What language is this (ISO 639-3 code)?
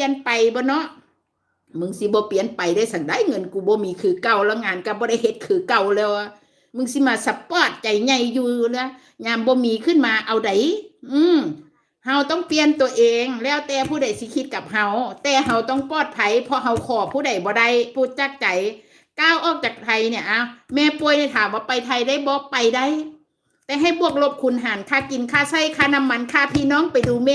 tts